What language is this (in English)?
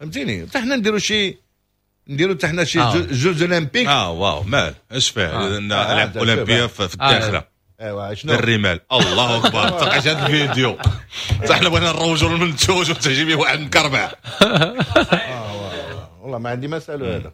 Moroccan Arabic